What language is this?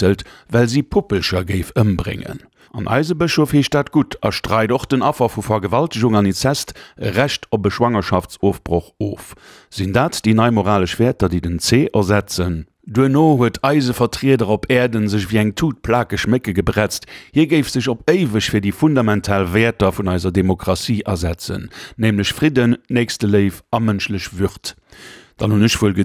Luxembourgish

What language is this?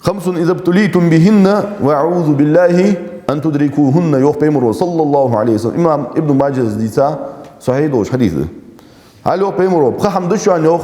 Ingush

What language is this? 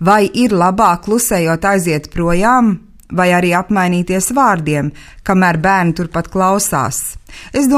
Latvian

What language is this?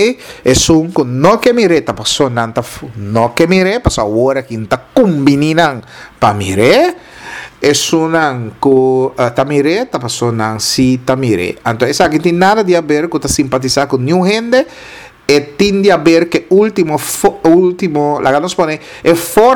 Papiamento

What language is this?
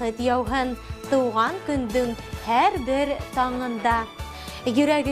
Bashkir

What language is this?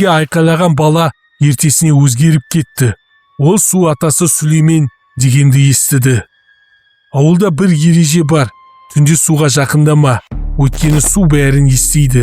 Kazakh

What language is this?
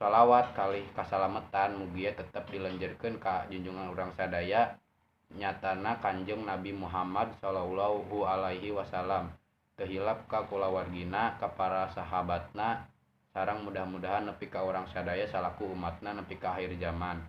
Sundanese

